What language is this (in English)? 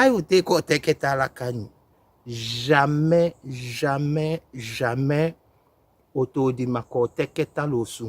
Tetela